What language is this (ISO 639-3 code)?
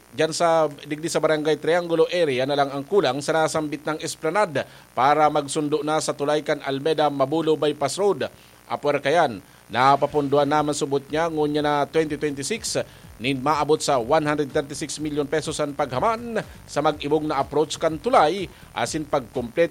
bik